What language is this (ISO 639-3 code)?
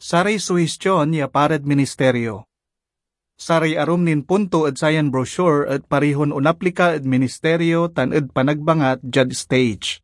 pag